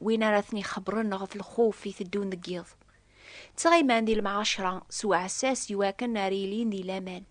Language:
Kabyle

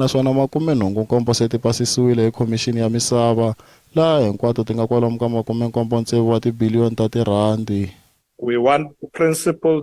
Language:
Tsonga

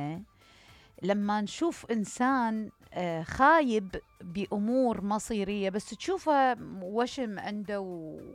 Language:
Mesopotamian Arabic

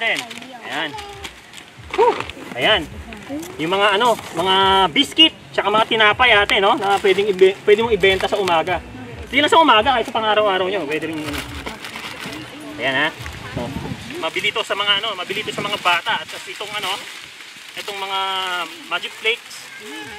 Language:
Filipino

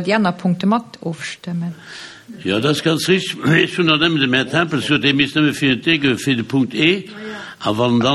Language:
Luxembourgish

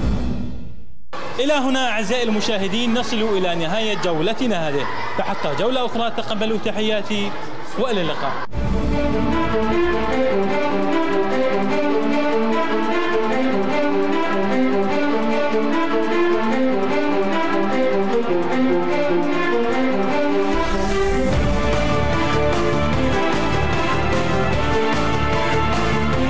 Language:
Arabic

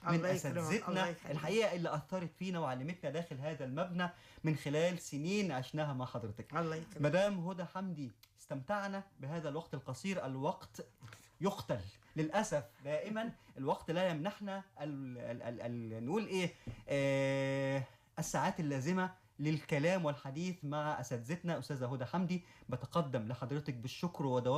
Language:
Egyptian Arabic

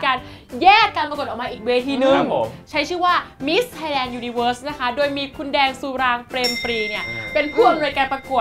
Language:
Thai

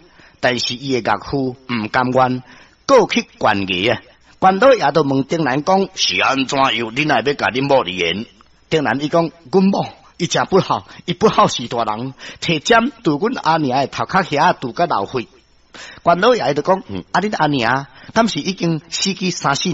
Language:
Min Nan Chinese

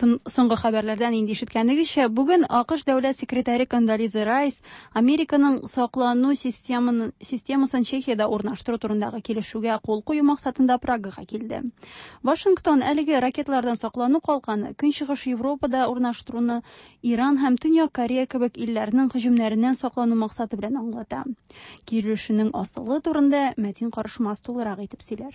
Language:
Tatar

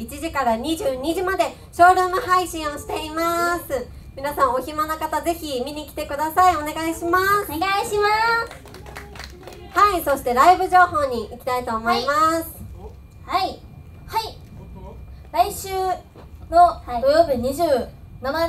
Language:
Japanese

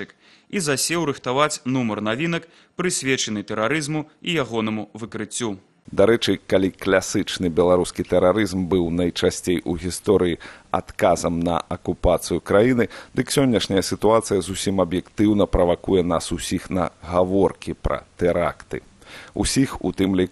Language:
Belarusian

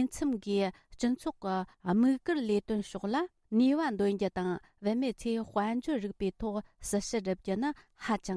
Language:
Tibetan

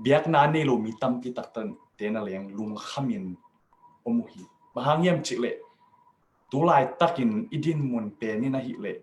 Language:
Tedim Chin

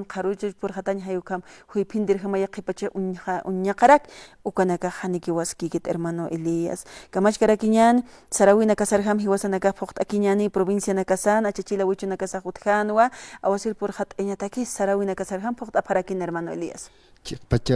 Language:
Aymara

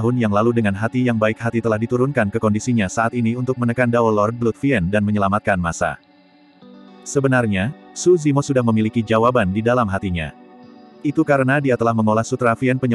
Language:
Indonesian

